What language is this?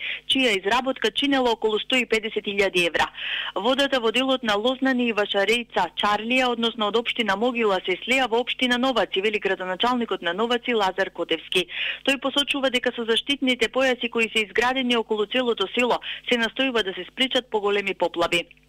Macedonian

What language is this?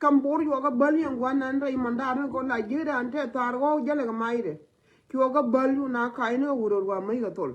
Nuer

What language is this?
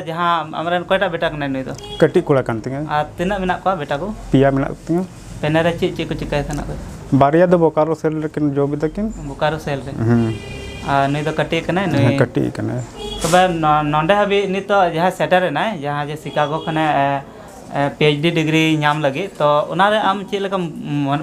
Santali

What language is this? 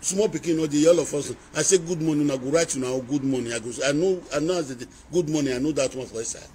Nigerian Pidgin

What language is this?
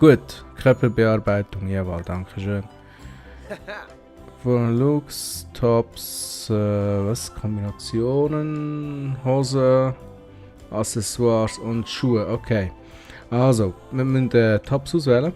Swiss German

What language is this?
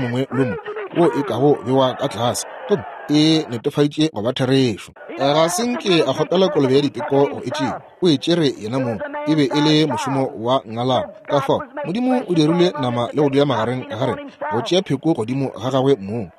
Northern Sotho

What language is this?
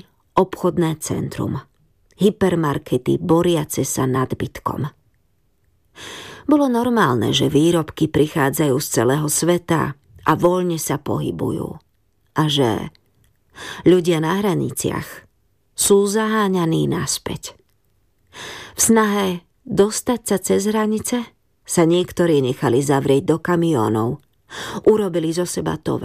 Slovak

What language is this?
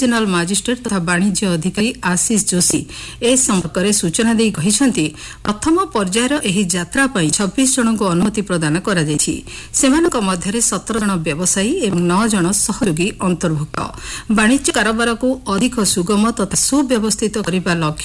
Odia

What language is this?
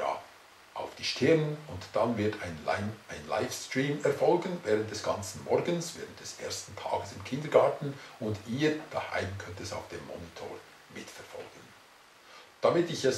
Swiss German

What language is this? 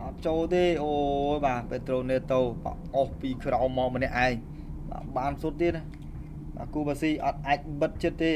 Khmer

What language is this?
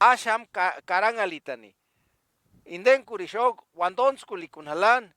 Purepecha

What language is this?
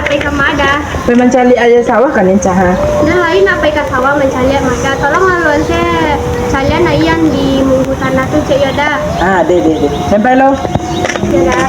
Minangkabau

